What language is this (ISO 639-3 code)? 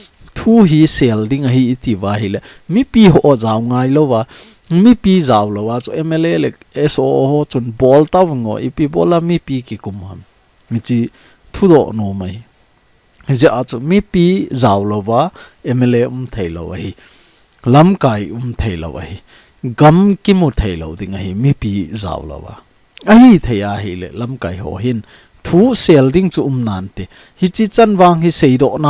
tcz